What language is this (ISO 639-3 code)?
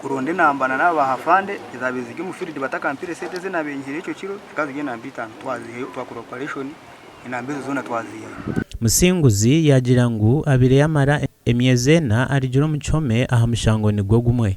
nyn